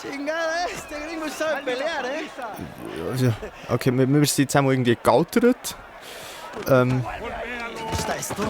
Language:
Swiss German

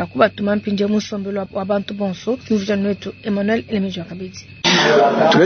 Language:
Luba-Lulua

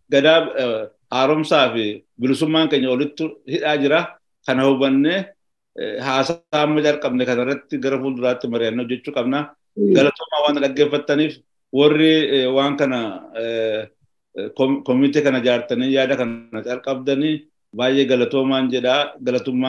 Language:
Oromo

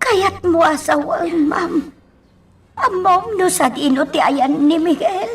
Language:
Iloko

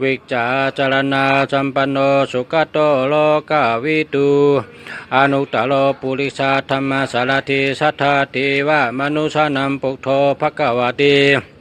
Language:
Shan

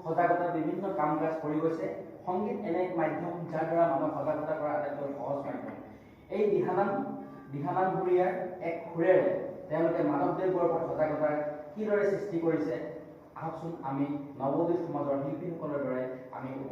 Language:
Assamese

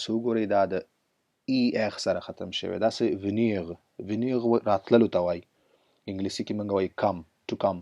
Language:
Pashto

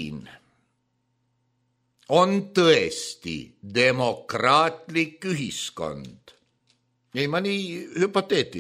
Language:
Estonian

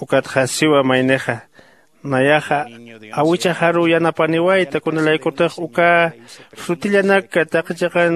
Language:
Aymara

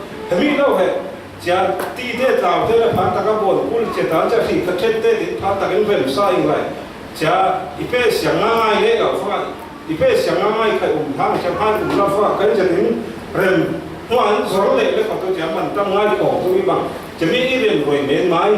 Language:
Falam Chin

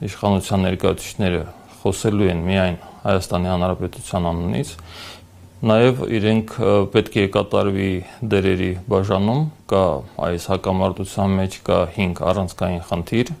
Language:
Armenian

